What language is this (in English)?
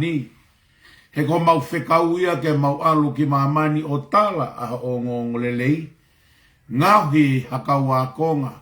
Tongan